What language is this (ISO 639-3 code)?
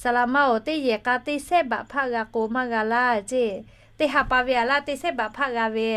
lhu